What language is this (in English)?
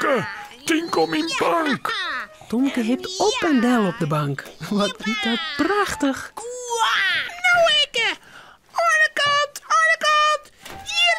Western Frisian